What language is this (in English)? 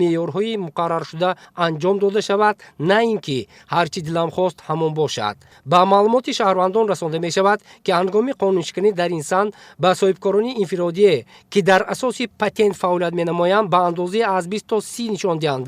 Tajik